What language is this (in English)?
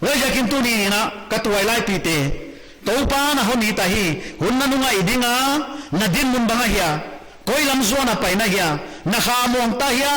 Paite Chin